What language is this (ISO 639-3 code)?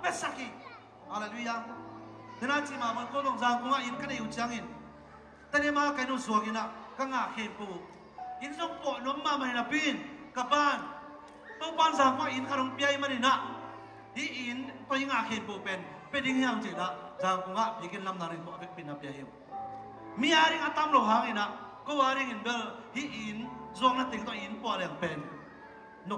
ctd